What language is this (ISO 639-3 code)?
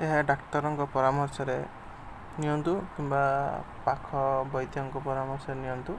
ori